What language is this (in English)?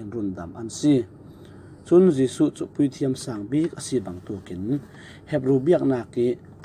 Falam Chin